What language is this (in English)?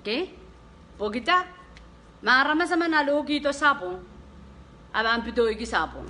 Pohnpeian